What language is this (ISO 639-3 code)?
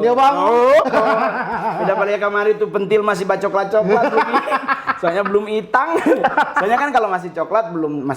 xmm